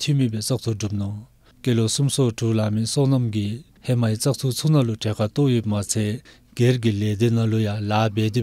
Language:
Dzongkha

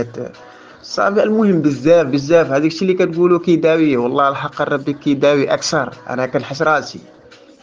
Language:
Moroccan Arabic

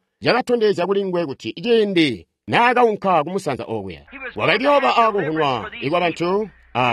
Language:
Tonga (Zambia)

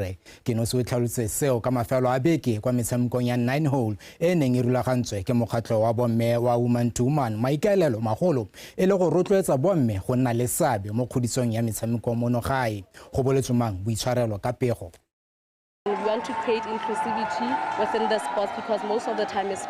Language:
Tswana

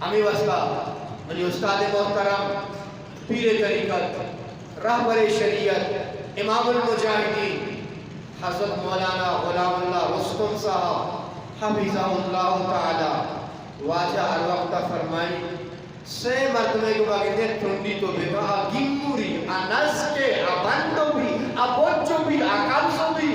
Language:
Eastern Balochi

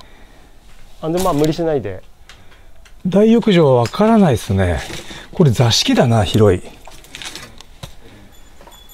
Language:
Japanese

